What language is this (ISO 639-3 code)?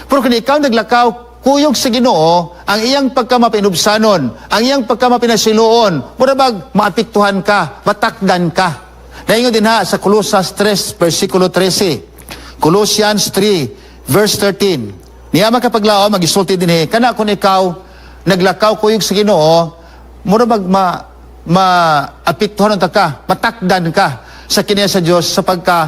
ceb